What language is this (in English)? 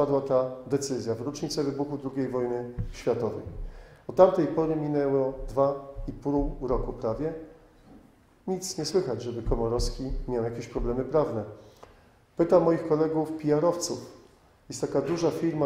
Polish